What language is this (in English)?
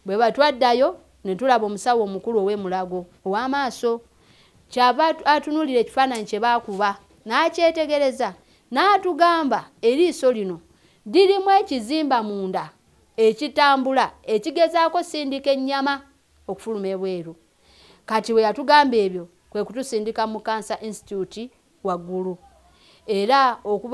Ganda